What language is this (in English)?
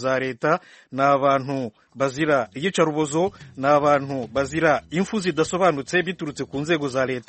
Kinyarwanda